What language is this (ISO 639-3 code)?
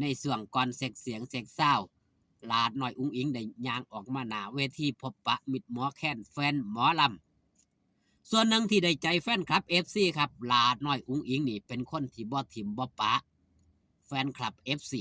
tts